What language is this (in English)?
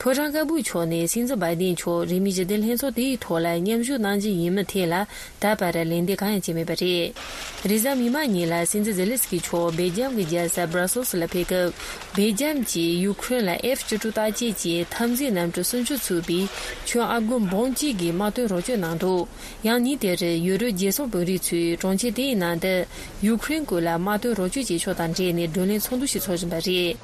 Tibetan